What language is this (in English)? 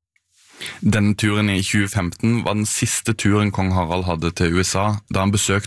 Norwegian